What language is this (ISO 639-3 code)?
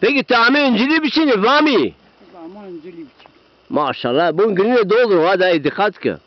zza